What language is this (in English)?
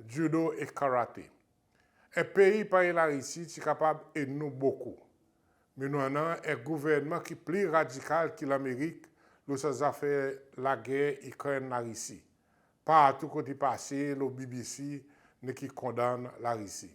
Seselwa Creole French